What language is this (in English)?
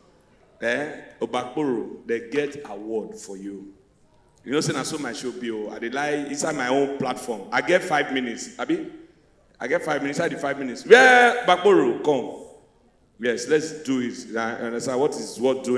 Nigerian Pidgin